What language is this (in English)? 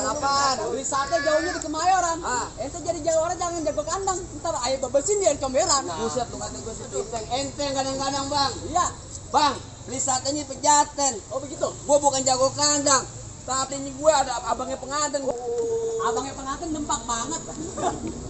Betawi